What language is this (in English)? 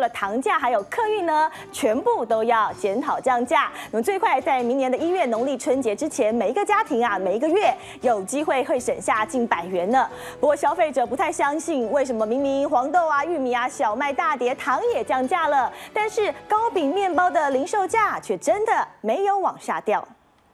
Chinese